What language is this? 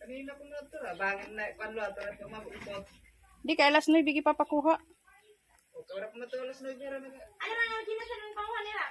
Waray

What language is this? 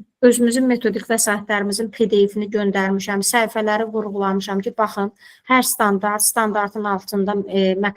Azerbaijani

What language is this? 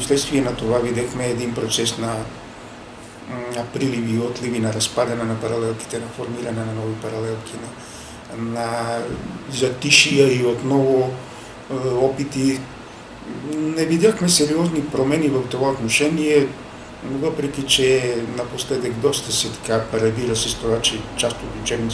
Bulgarian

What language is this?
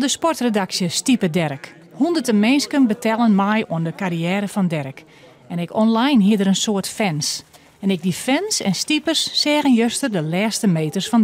Western Frisian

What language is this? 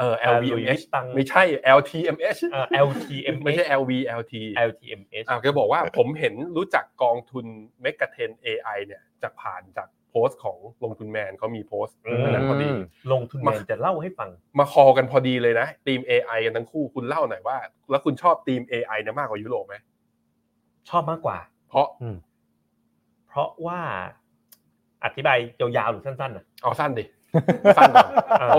Thai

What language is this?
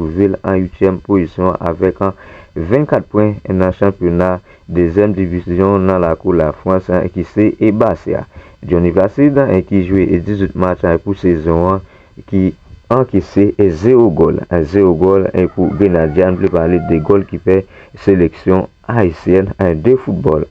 Haitian Creole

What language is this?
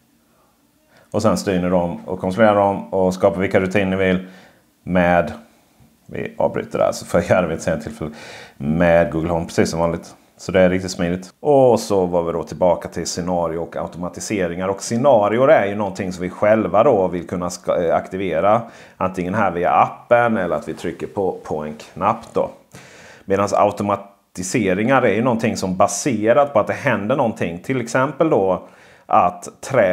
Swedish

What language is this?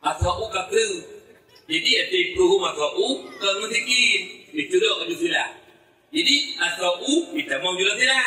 Achinese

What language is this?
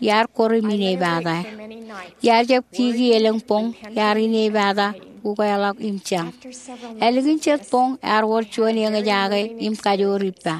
Marshallese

